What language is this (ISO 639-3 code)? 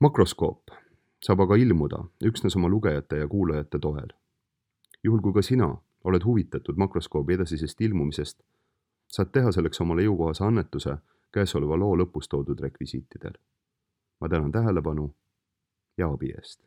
est